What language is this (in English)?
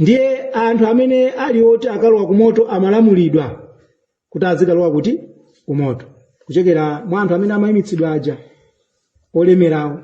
Nyanja